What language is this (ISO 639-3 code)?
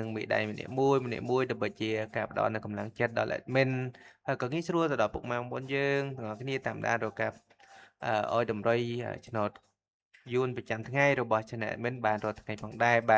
khm